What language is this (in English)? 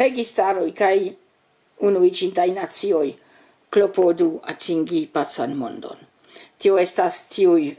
Esperanto